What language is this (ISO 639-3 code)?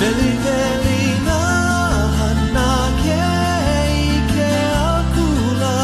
haw